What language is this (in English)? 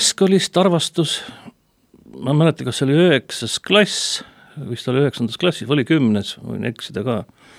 Estonian